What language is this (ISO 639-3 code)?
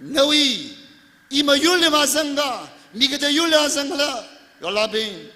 nmf